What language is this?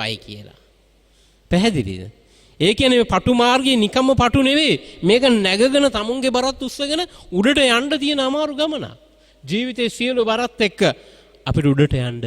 Sinhala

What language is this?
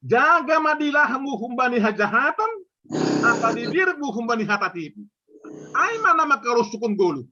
Batak Simalungun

